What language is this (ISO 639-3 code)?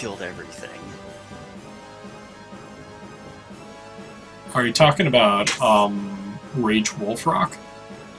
eng